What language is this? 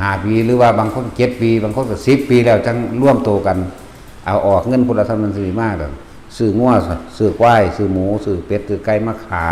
Lao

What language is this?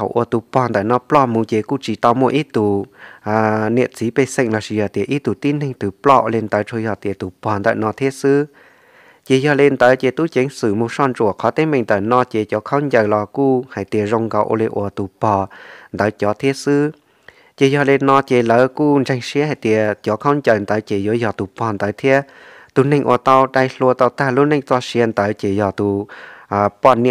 Hmong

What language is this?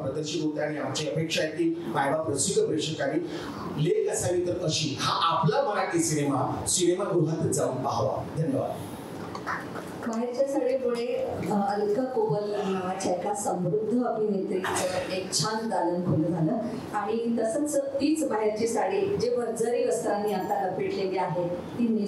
Marathi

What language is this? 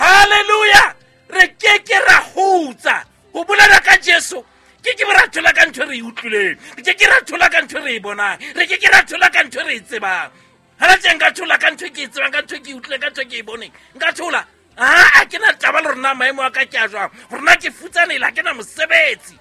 Southern Sotho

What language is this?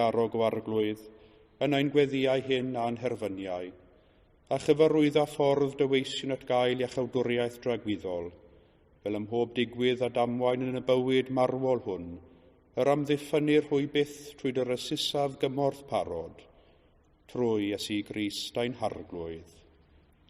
Welsh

